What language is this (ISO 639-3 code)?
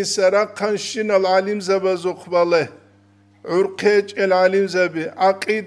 ava